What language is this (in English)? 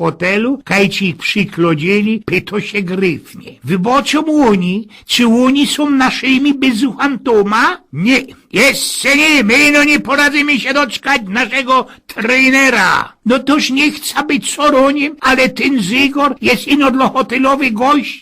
Silesian